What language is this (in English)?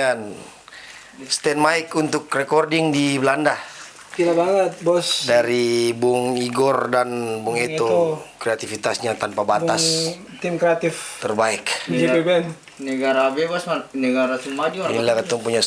Ambonese Malay